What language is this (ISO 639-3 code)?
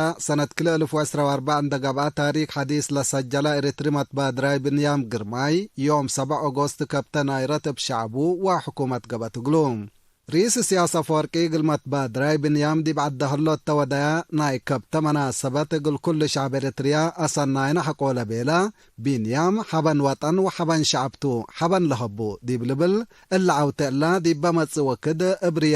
tig